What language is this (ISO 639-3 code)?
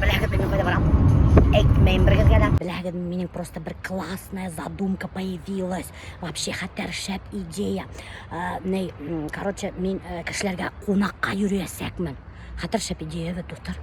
bak